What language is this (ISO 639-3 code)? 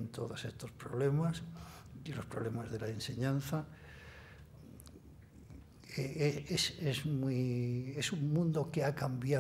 spa